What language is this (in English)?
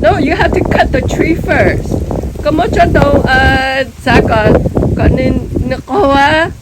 Hmong